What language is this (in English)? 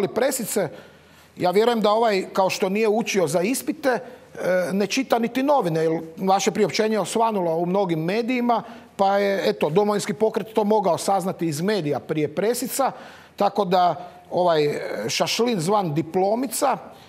Croatian